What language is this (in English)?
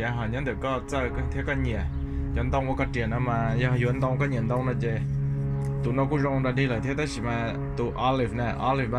Hmong